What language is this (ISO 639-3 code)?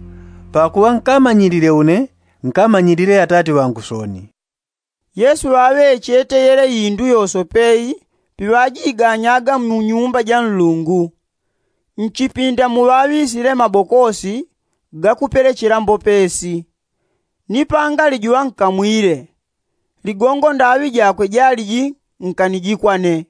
yao